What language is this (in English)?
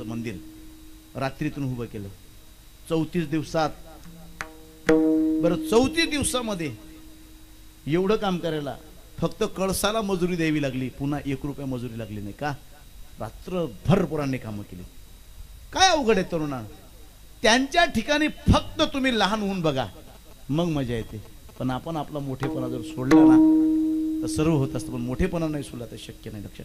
Marathi